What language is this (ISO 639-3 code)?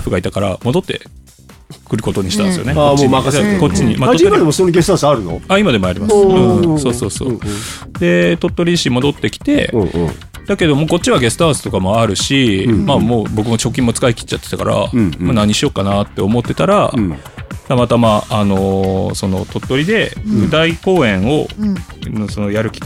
jpn